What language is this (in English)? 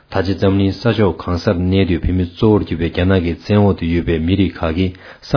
Tibetan